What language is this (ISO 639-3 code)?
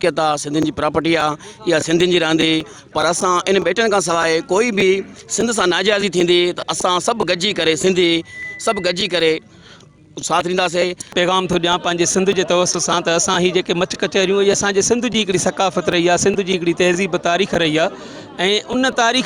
snd